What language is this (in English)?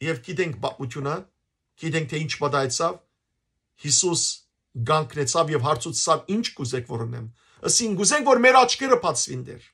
Western Armenian